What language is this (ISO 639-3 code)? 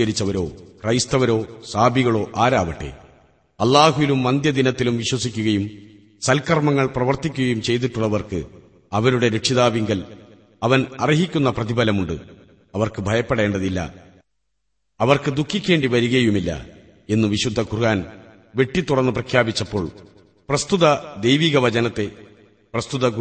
mal